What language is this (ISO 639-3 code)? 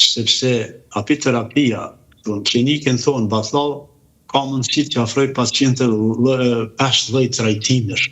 sqi